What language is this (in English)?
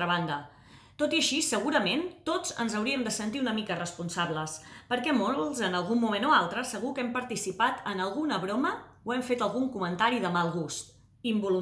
Catalan